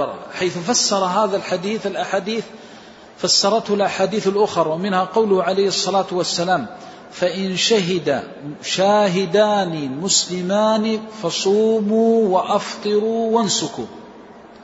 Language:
Arabic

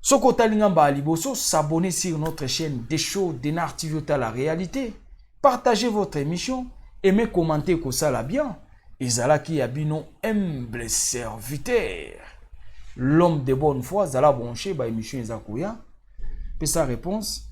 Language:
Lingala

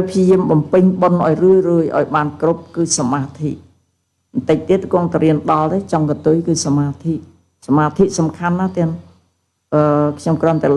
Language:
Khmer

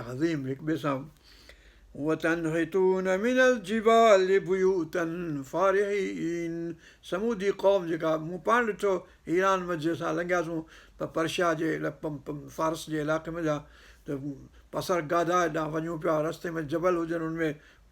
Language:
Sindhi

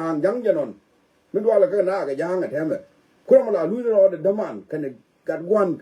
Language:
Nuer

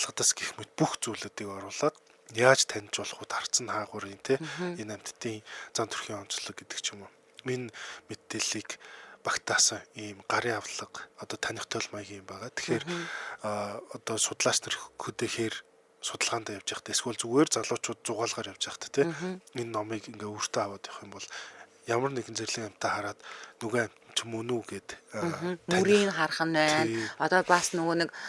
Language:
Mongolian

